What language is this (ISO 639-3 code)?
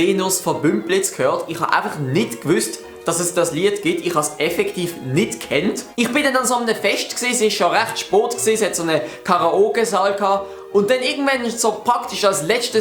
gsw